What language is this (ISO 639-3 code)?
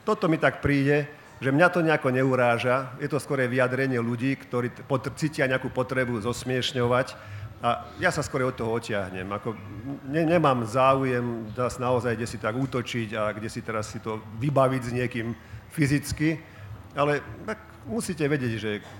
slk